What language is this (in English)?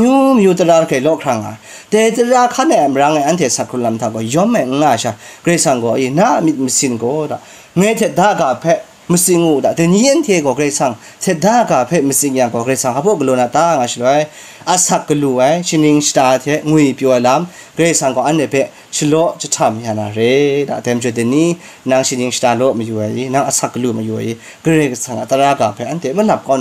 Kachin